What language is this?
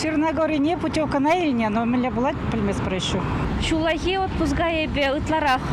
Chuvash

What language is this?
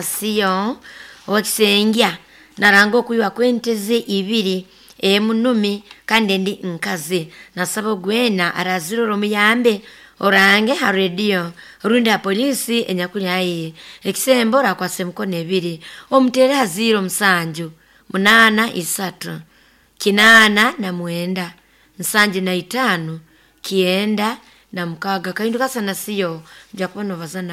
Nyoro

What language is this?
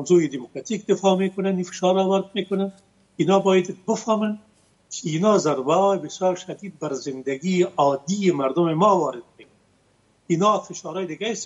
Persian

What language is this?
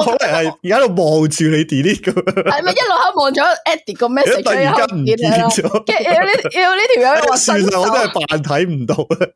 Cantonese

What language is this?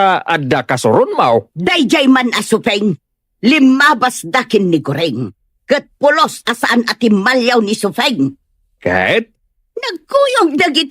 Iloko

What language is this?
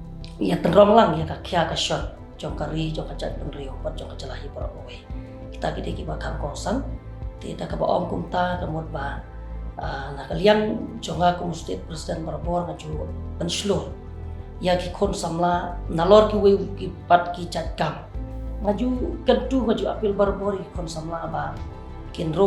Khasi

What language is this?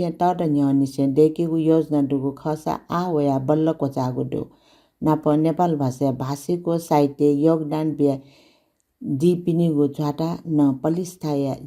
Newari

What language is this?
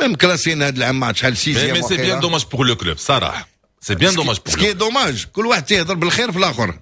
Moroccan Arabic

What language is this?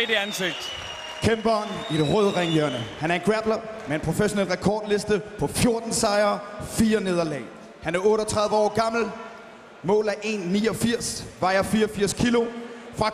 Danish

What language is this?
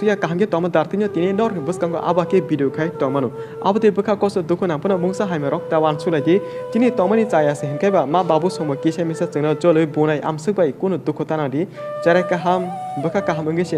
Kok Borok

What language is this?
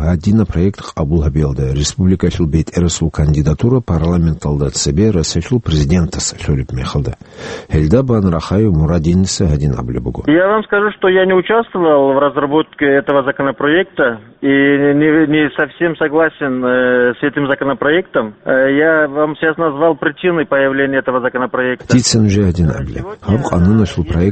Avaric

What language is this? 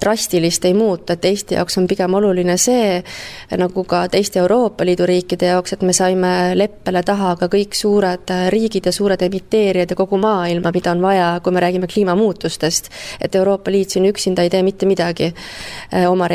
Estonian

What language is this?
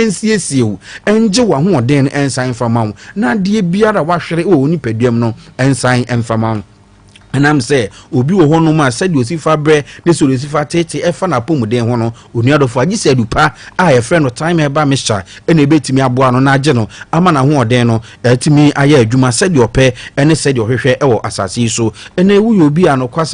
Akan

